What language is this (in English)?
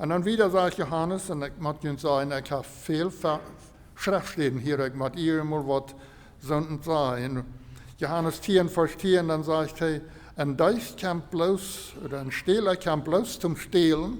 Plautdietsch